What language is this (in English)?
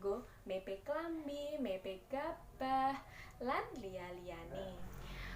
Javanese